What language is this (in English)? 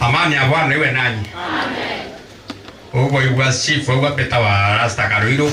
Meru